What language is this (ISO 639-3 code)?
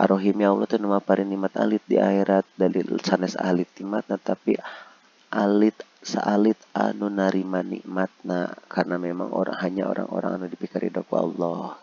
sun